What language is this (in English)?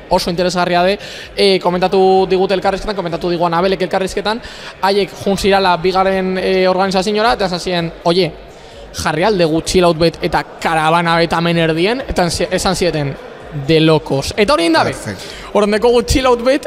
Basque